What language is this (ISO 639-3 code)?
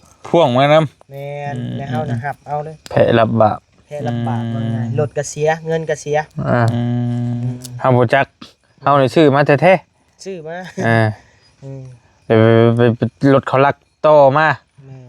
tts